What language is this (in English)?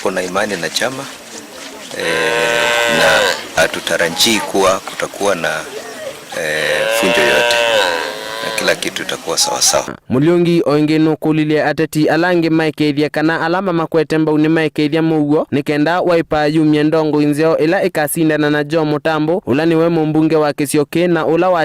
Kamba